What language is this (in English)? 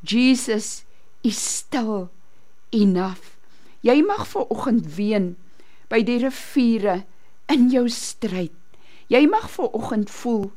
Afrikaans